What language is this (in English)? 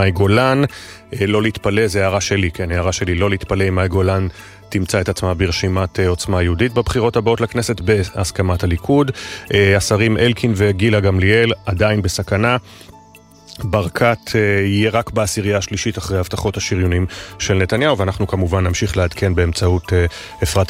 Hebrew